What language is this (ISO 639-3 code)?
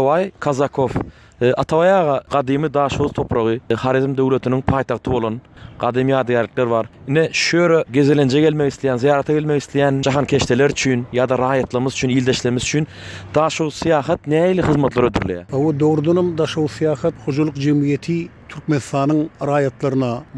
tuk